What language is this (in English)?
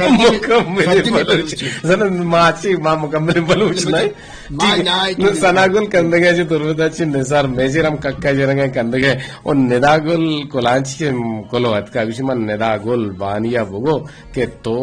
Eastern Balochi